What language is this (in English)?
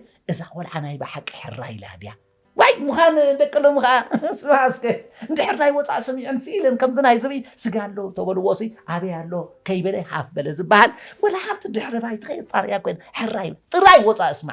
Tigrinya